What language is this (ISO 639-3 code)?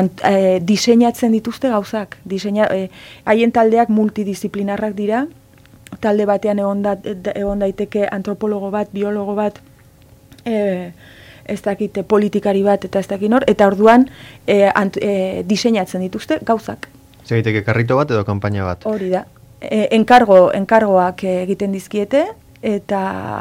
eus